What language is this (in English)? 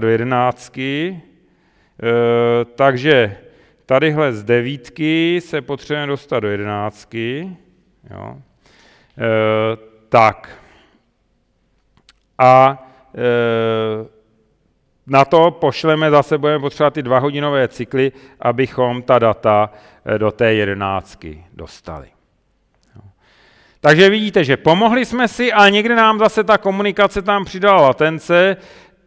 Czech